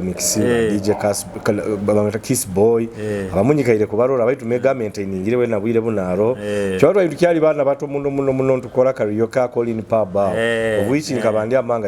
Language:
Nyoro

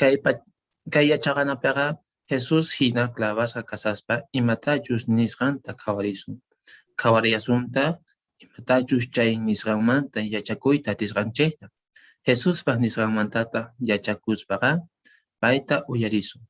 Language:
Quechua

